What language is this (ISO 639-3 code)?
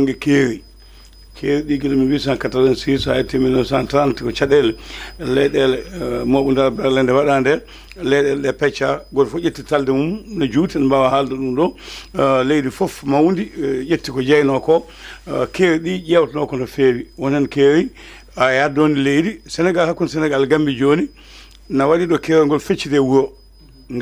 ful